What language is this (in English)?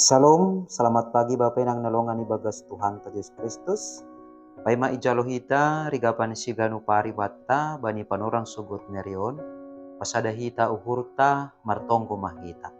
Batak Simalungun